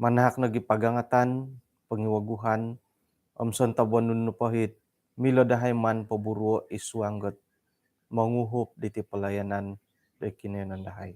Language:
Central Dusun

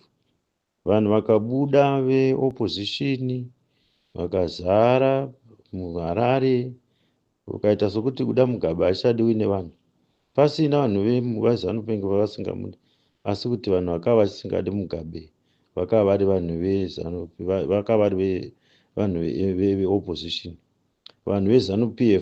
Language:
Shona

